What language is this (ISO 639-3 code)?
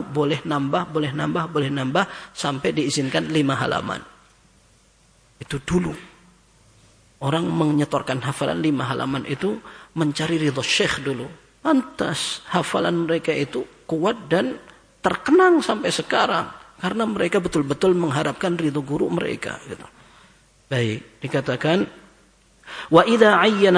ind